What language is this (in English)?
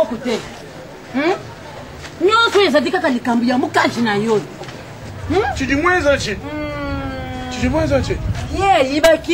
Lingala